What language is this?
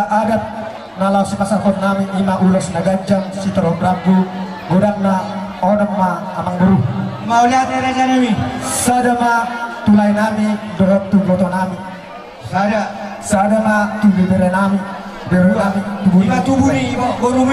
Batak Toba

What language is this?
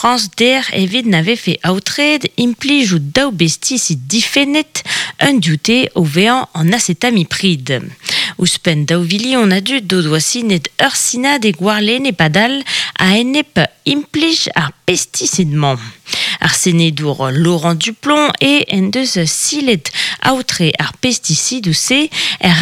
Breton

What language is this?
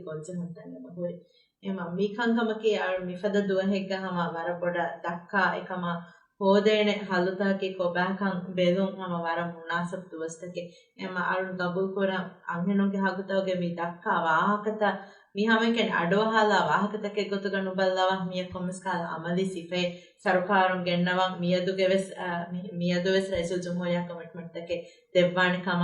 Divehi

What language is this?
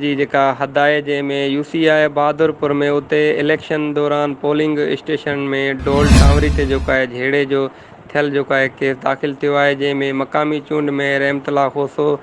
Sindhi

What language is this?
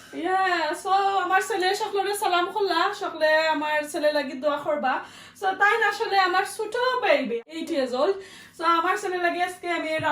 Sylheti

